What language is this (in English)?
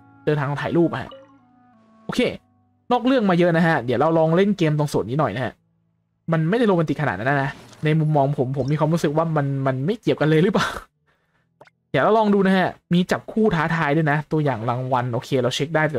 Thai